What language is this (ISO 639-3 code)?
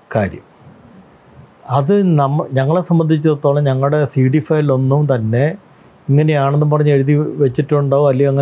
mal